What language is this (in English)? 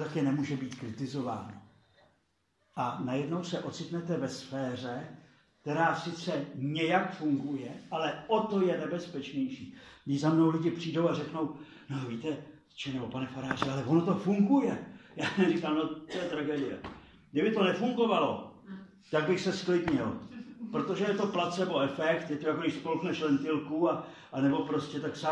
Czech